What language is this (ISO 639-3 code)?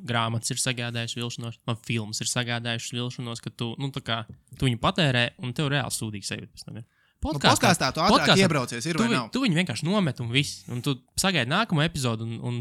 lav